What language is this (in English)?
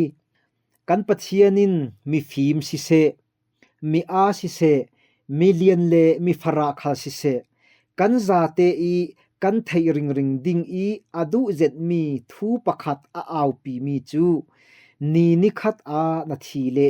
Falam Chin